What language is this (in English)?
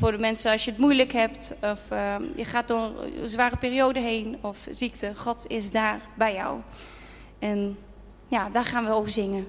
Dutch